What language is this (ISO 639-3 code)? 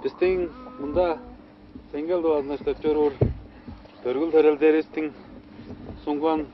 tyv